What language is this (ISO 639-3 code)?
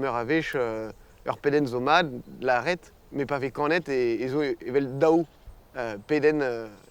bre